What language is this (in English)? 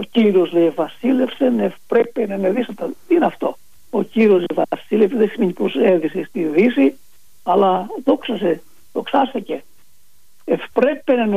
Greek